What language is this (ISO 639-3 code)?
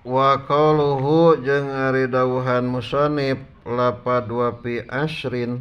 sun